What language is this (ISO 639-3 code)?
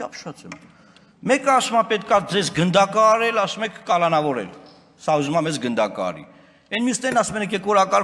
hye